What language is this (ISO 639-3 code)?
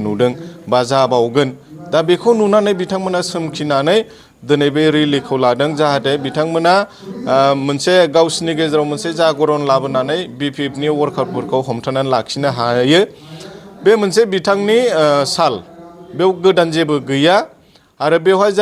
brx